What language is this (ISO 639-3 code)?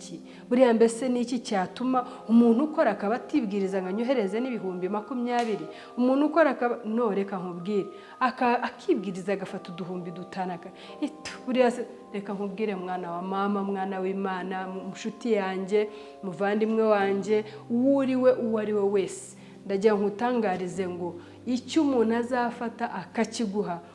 kin